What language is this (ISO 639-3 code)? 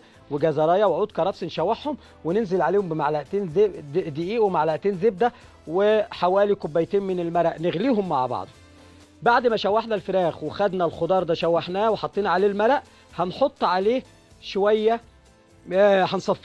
arz